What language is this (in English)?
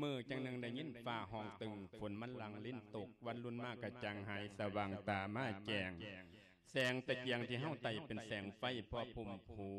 Lao